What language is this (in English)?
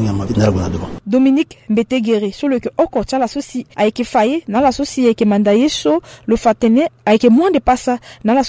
Sango